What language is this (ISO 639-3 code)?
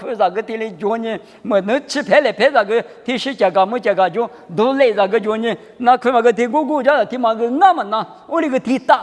lis